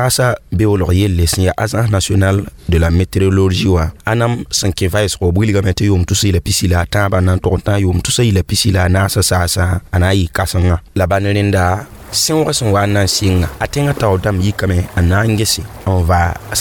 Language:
Mossi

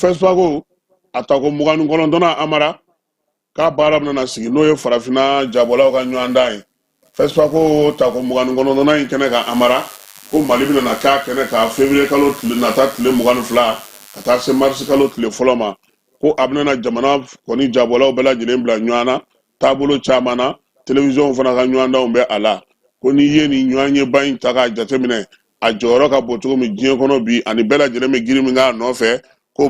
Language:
Bambara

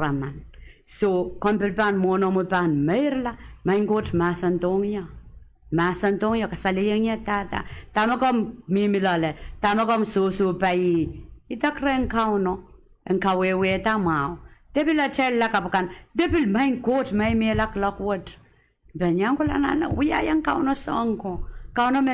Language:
Pohnpeian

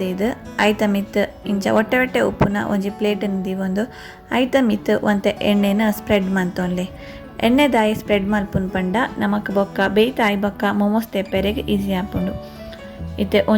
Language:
Tulu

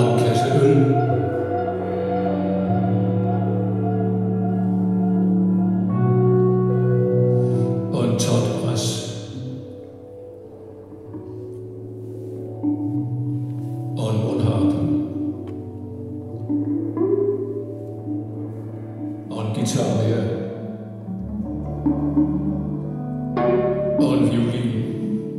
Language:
Danish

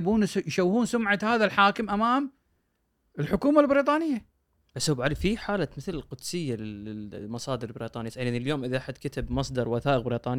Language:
Gulf Arabic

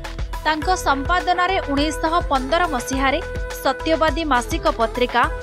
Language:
Odia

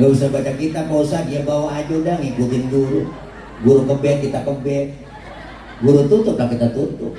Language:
Betawi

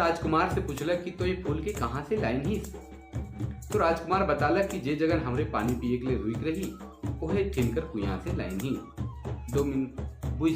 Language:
Sadri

